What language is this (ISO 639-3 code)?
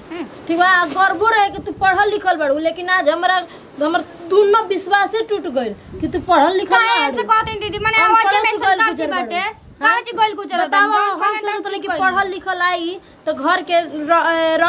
bho